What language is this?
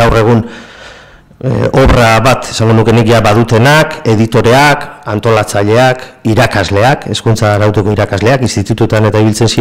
Basque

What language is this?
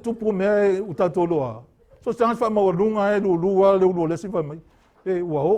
Samoan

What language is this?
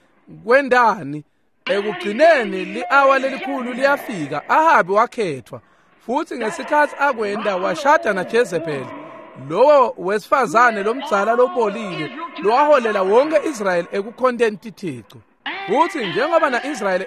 Swati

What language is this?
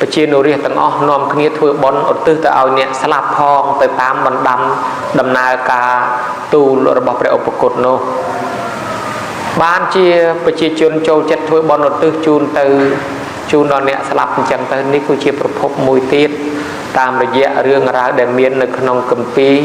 Khmer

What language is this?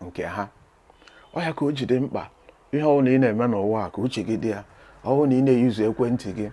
Igbo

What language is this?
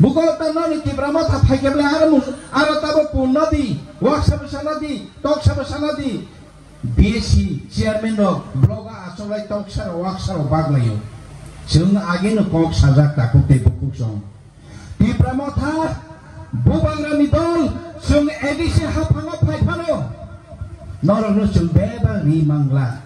Kok Borok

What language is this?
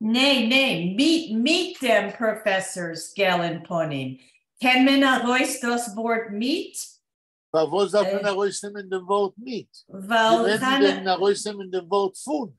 Yiddish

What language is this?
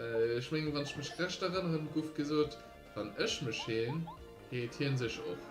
Luxembourgish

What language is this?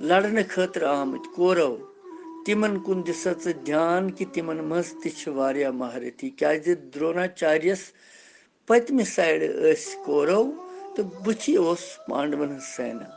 Kashmiri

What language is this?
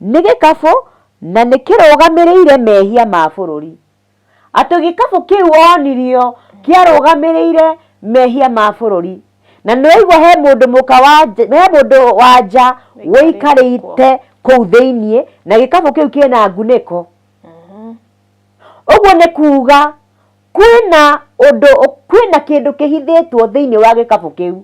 Kikuyu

